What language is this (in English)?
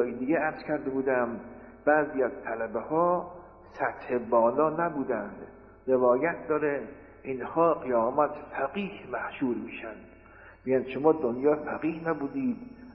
Persian